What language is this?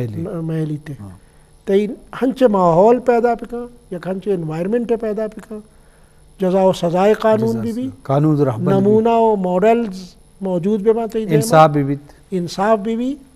Eastern Balochi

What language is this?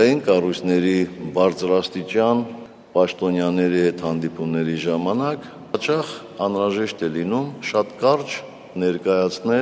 Armenian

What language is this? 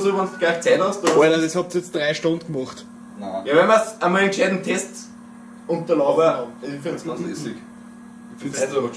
Bavarian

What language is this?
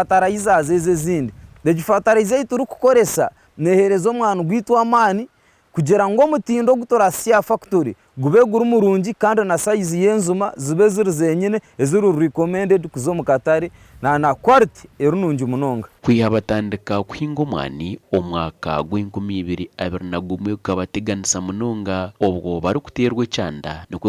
Nyankole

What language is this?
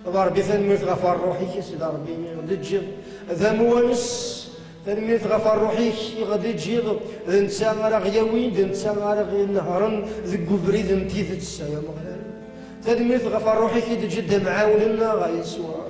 Kabyle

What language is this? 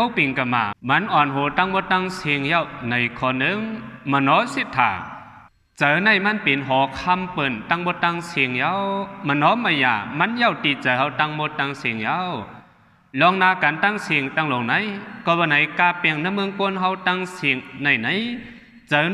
Shan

